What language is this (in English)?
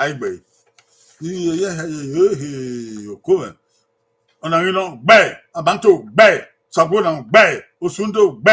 Bini